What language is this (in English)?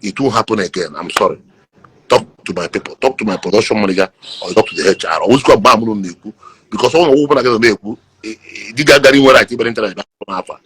Igbo